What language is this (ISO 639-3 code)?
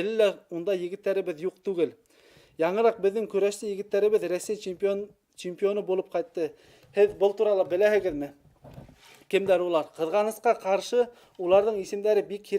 bak